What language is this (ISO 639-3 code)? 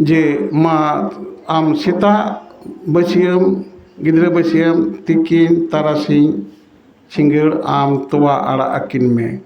sat